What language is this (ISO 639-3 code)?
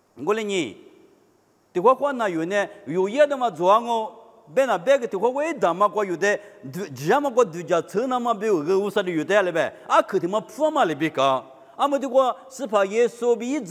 lis